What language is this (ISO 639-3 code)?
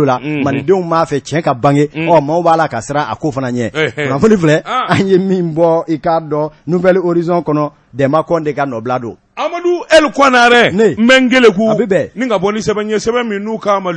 bam